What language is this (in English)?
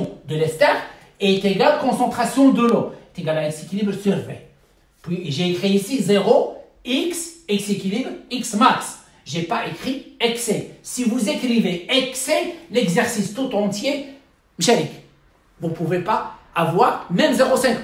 French